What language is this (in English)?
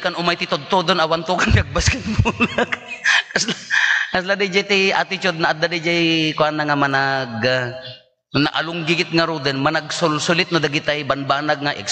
Iloko